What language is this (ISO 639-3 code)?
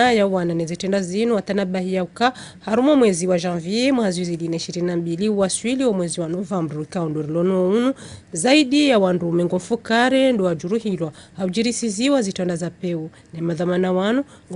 zdj